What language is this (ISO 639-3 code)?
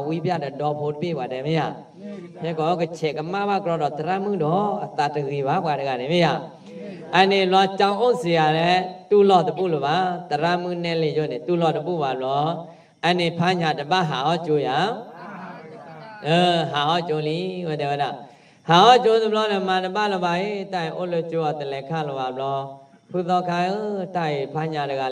ksw